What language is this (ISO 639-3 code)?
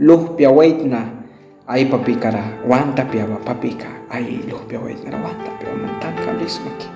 miq